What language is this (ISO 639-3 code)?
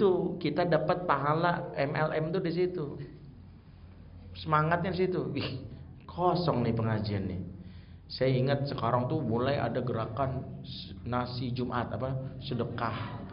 ind